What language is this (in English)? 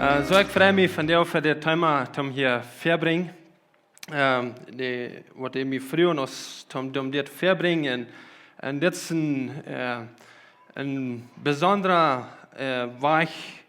Plautdietsch